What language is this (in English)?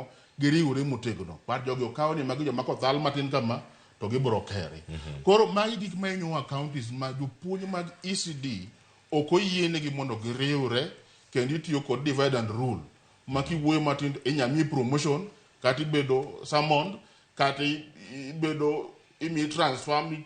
Luo (Kenya and Tanzania)